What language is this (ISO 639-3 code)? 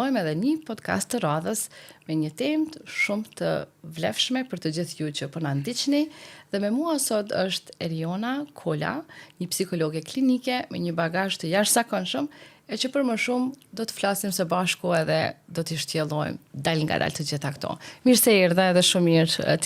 sqi